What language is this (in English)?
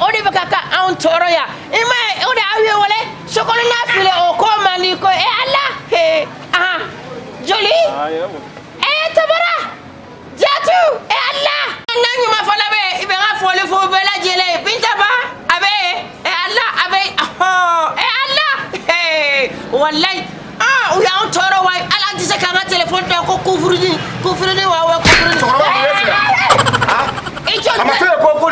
Bambara